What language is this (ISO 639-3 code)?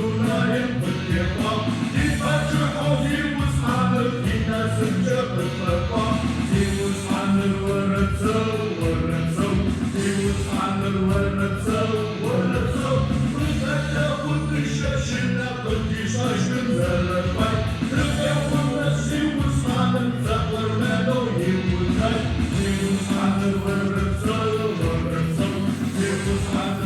ady